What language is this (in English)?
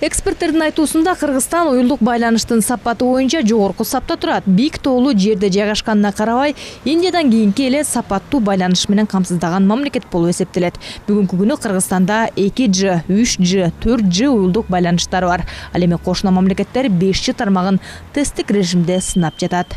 Kyrgyz